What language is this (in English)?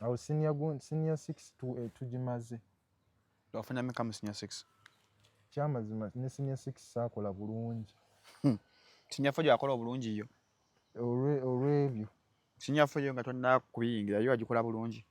Ganda